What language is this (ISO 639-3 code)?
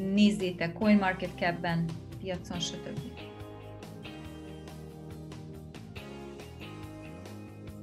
hun